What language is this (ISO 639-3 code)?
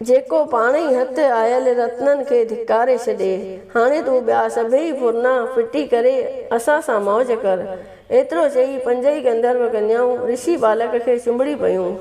snd